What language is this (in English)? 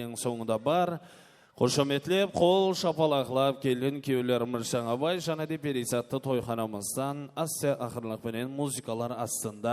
Kara-Kalpak